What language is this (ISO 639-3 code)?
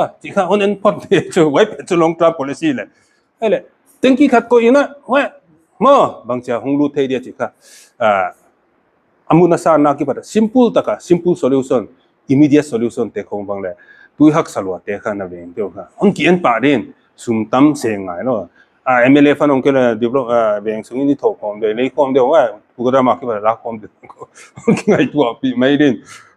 pck